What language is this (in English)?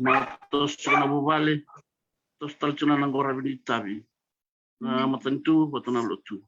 Fijian